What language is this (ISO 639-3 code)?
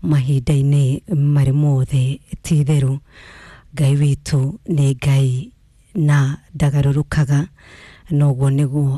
kik